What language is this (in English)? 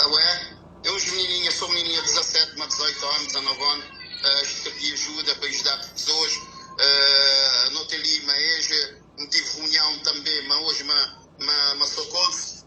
Kabuverdianu